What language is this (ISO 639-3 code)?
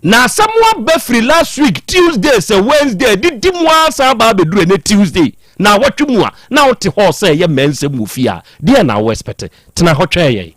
aka